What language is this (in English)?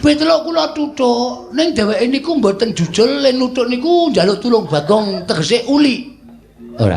Javanese